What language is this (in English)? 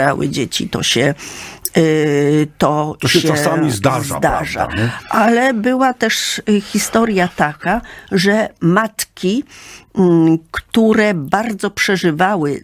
Polish